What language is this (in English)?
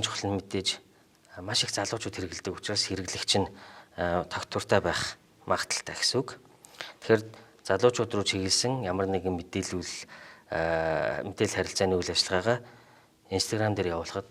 Mongolian